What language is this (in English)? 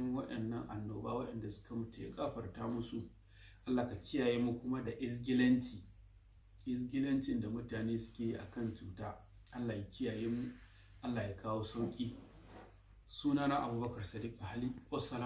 Hausa